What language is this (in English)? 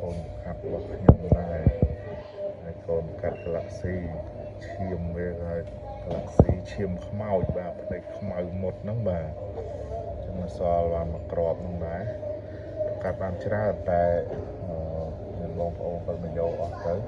Khmer